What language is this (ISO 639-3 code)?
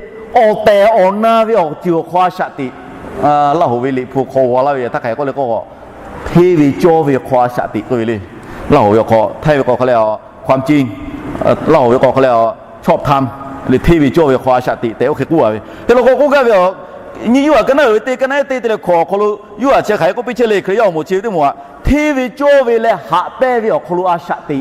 lhu